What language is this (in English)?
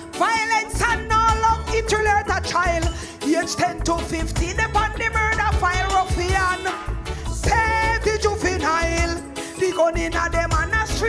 Jamaican Creole English